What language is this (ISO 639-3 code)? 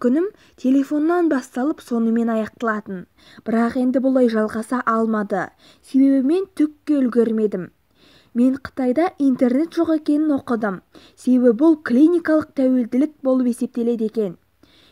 kaz